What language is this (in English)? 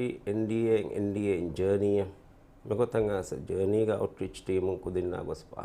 Divehi